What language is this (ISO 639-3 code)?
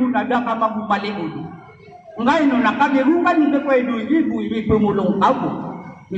mrw